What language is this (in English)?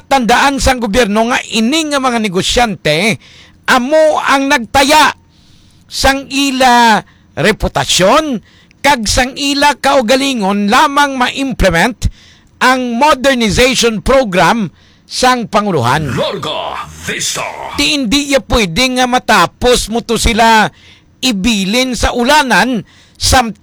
Hiligaynon